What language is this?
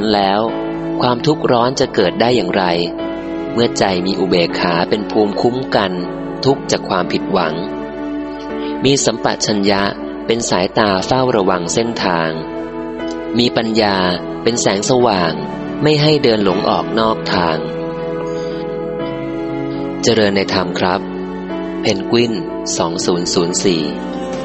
Thai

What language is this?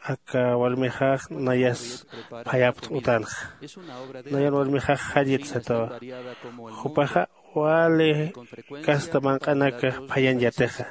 Aymara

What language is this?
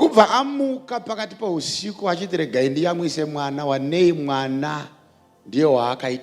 Shona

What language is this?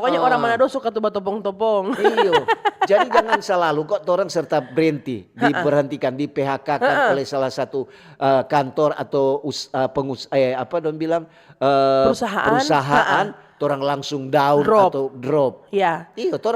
Manado Malay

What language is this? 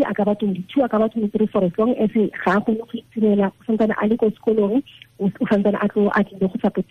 Tswana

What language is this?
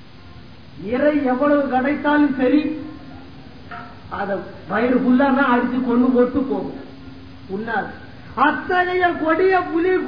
Tamil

